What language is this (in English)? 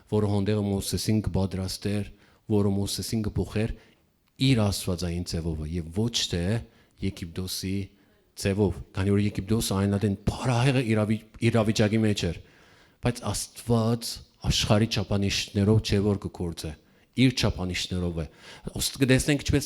Western Armenian